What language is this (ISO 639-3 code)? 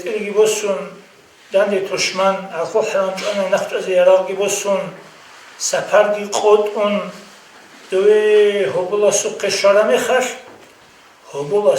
ava